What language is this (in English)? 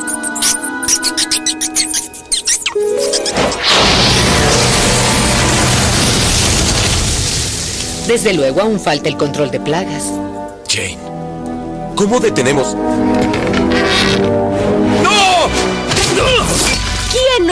Spanish